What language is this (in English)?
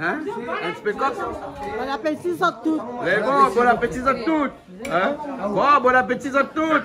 Réunion Creole French